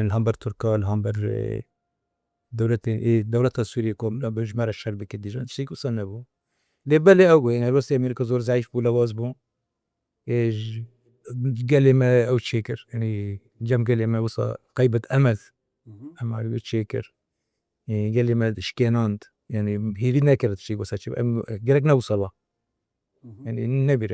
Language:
Kurdish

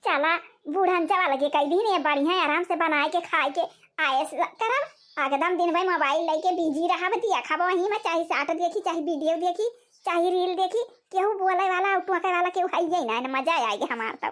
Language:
Awadhi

